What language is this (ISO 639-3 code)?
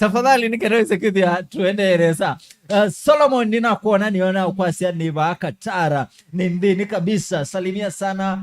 kam